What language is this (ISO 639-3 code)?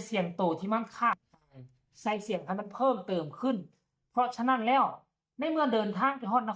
tts